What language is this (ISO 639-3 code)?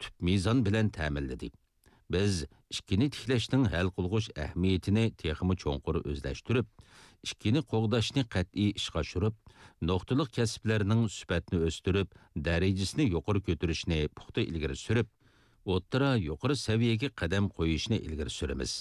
uig